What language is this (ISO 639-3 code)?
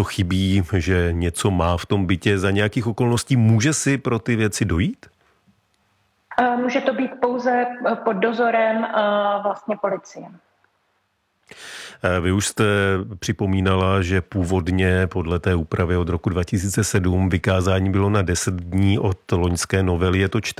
ces